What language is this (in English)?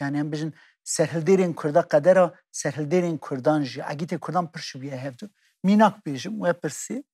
Kurdish